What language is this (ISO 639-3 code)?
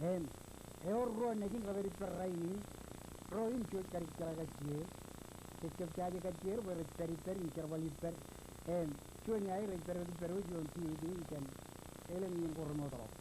mah